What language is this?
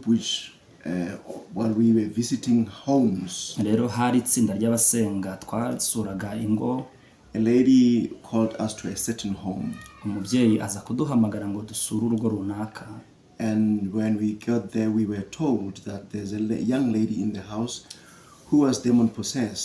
Kinyarwanda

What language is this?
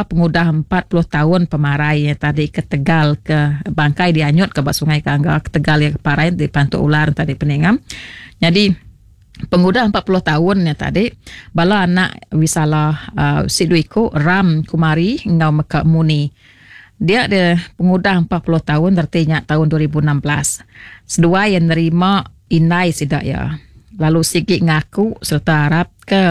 Iban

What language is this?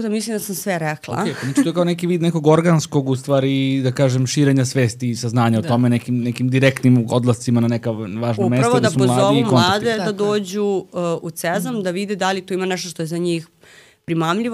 Serbian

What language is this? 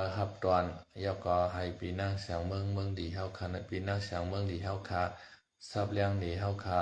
Shan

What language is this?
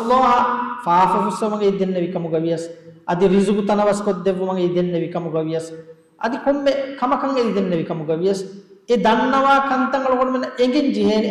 Divehi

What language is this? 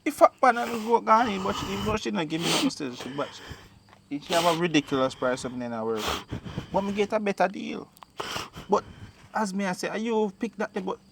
Jamaican Creole English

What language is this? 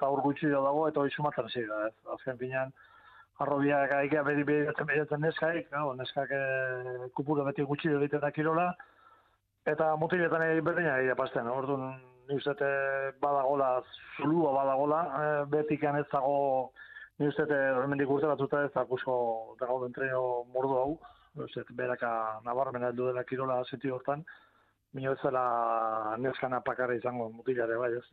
Basque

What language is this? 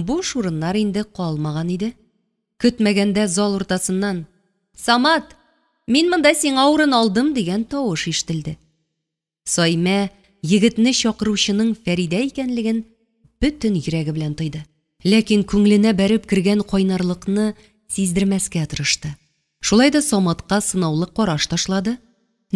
Tatar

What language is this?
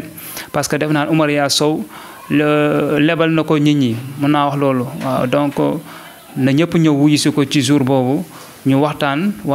Wolof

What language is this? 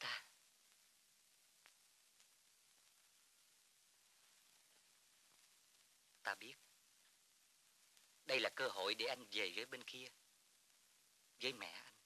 Vietnamese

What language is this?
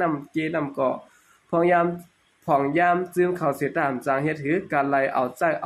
Shan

